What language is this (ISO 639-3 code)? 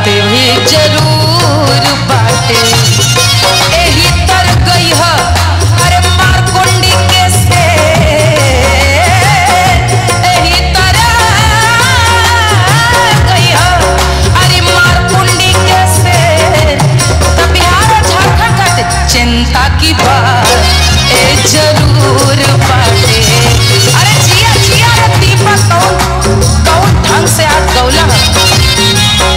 bho